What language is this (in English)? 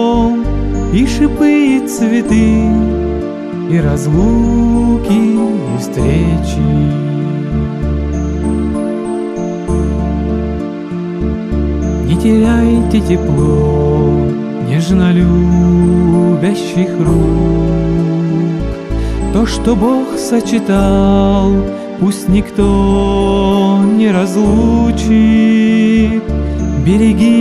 Russian